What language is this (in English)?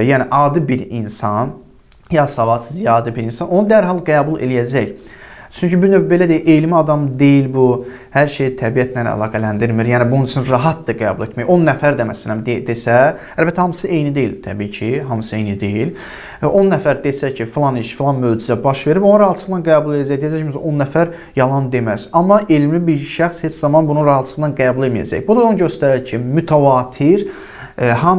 Azerbaijani